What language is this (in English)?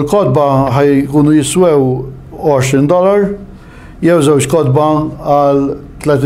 Maltese